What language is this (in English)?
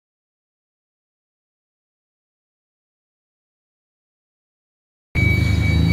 Filipino